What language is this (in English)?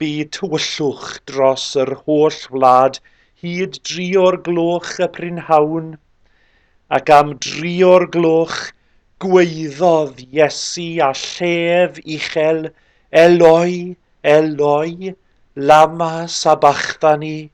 Welsh